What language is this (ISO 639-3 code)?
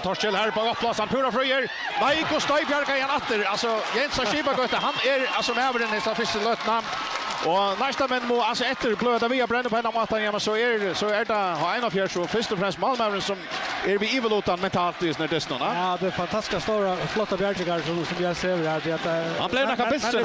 fao